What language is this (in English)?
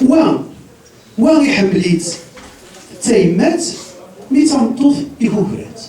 Kabyle